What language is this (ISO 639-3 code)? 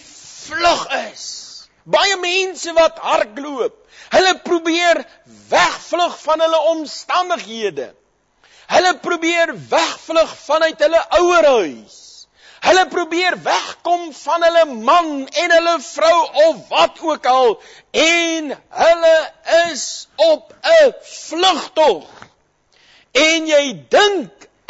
afr